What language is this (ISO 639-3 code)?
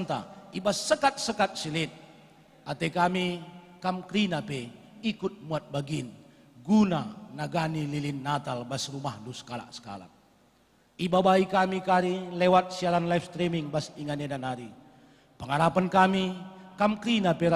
btx